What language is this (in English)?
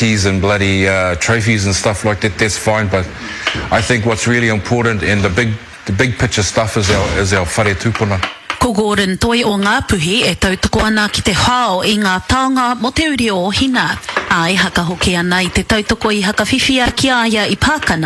Māori